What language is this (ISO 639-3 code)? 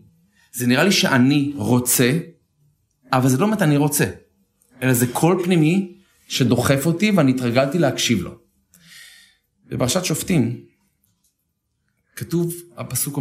heb